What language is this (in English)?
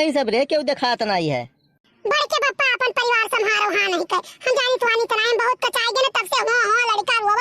Awadhi